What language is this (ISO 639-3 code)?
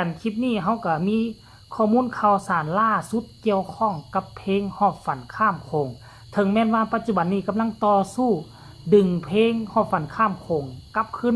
tts